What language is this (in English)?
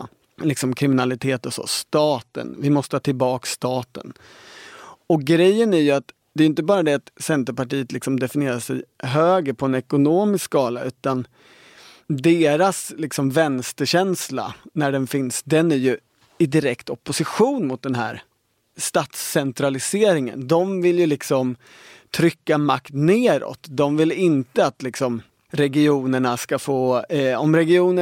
Swedish